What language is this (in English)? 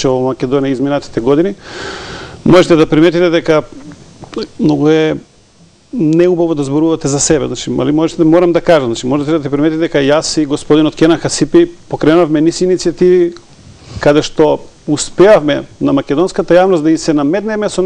Macedonian